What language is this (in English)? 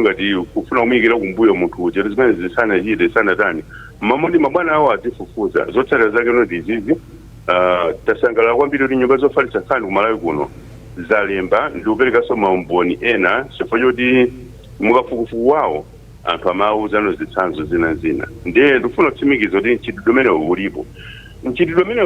Nyanja